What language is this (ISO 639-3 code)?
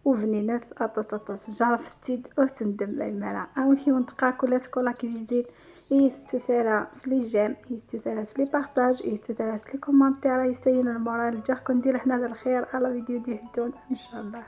kab